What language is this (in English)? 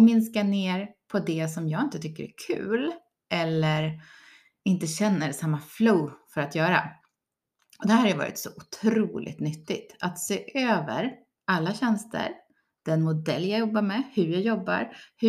Swedish